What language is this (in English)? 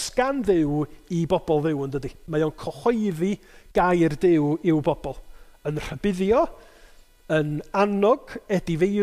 Welsh